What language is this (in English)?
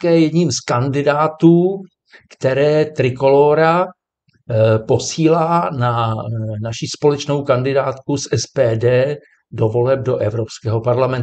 Czech